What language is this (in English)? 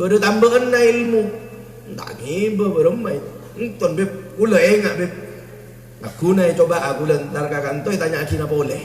Madurese